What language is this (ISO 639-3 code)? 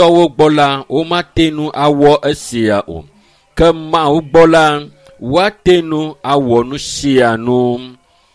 ewe